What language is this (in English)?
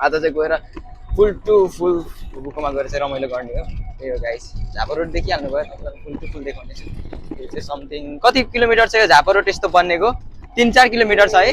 Nepali